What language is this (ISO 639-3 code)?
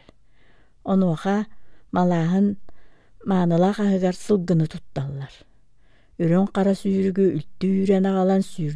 sah